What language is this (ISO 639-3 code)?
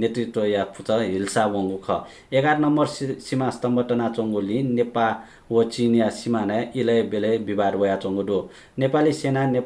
new